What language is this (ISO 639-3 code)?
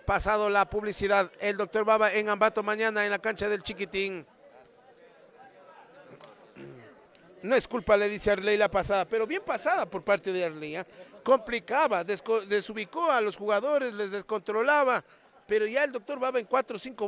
spa